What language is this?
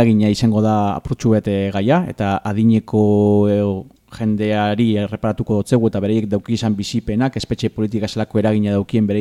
Basque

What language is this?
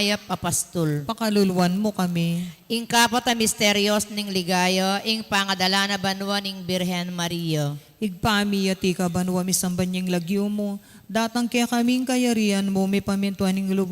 Pampanga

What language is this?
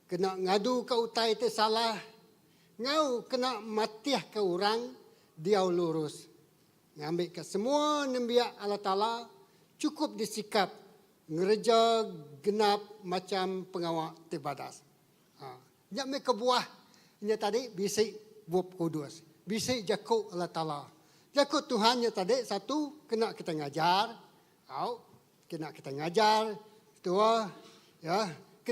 Iban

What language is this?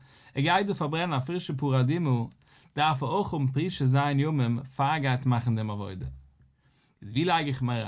Yiddish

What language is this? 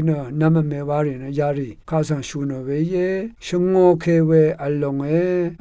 Rawang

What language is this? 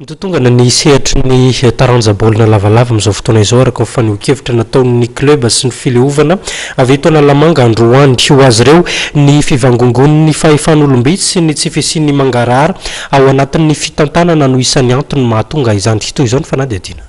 Malagasy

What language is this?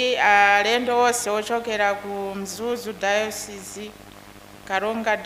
Nyanja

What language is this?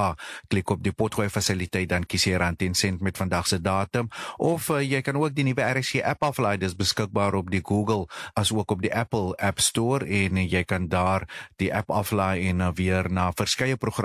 Afrikaans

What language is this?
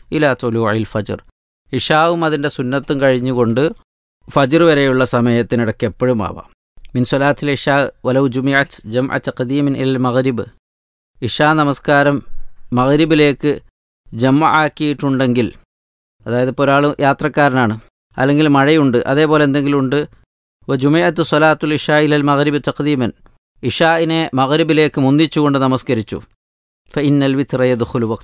Malayalam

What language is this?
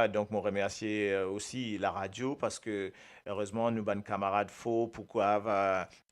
Morisyen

